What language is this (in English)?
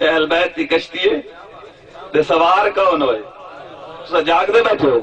Saraiki